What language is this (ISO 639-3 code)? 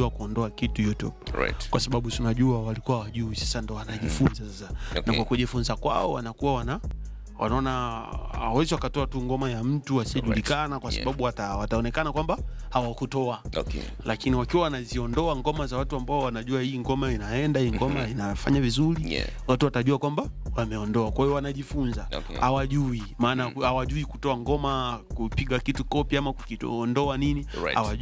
swa